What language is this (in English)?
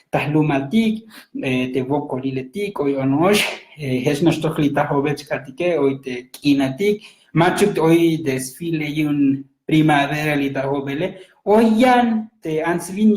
Tzotzil